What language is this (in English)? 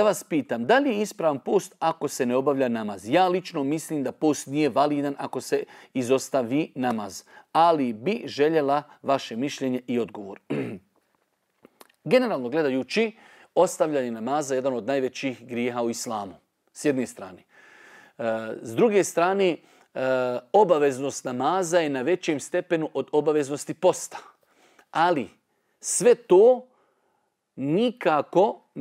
Bosnian